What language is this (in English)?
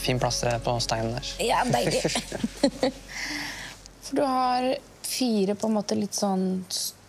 Norwegian